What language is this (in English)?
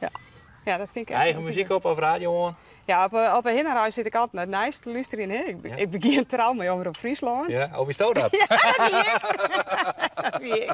Western Frisian